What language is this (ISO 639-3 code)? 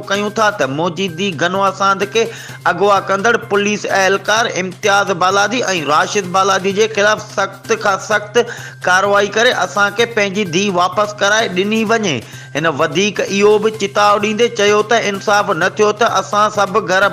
snd